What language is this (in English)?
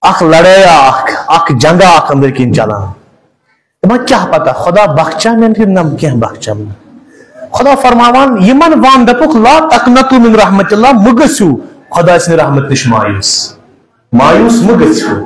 Kashmiri